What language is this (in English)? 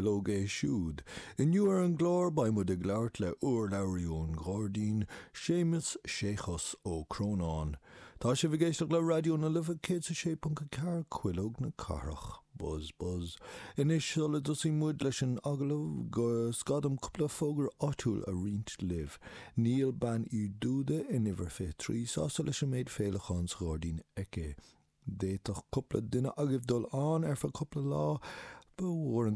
Irish